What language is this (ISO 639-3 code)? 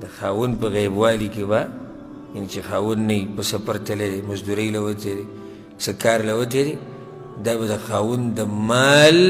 pus